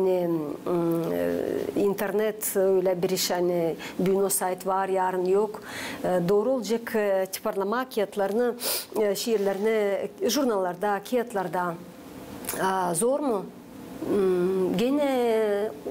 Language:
Gagauz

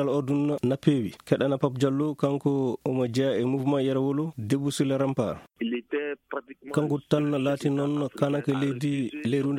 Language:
Fula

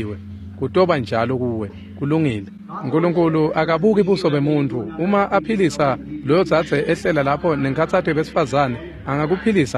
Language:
Swati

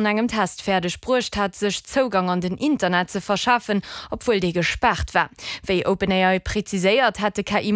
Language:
Luxembourgish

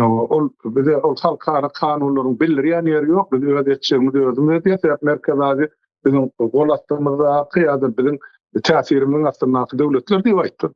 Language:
Turkmen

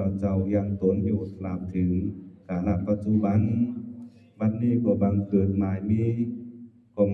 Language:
Lao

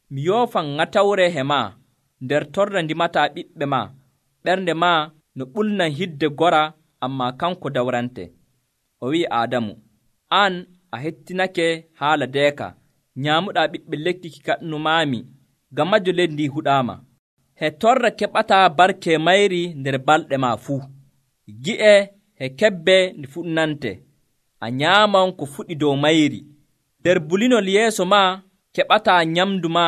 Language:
Nigerian Fulfulde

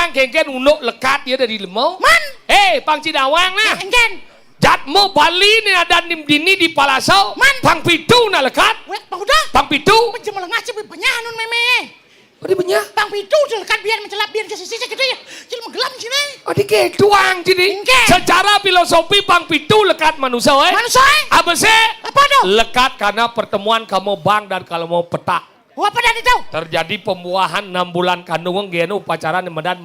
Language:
Balinese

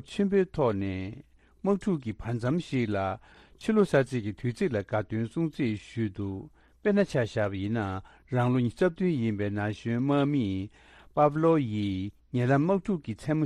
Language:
Tibetan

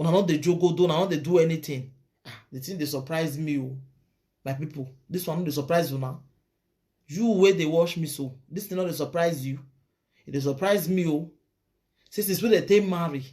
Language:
Nigerian Pidgin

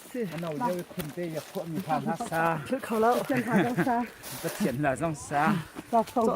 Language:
Hakha Chin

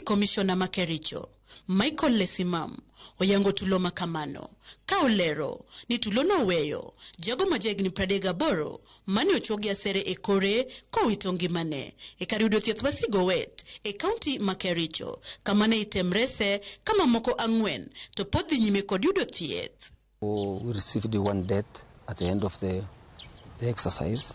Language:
Luo (Kenya and Tanzania)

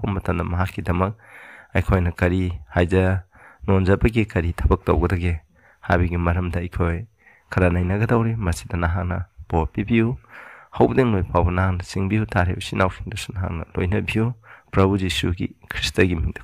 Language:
Manipuri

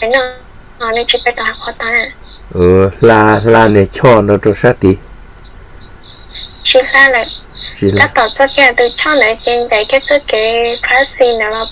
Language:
Vietnamese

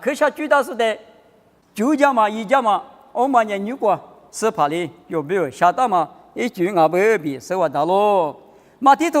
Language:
Lisu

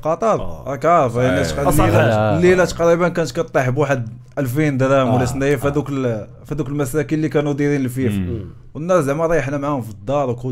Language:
Moroccan Arabic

